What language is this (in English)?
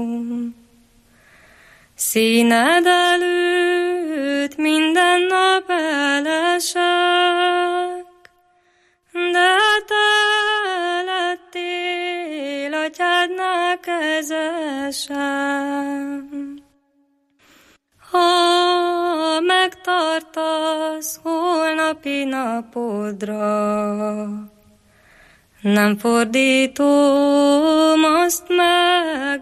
Hungarian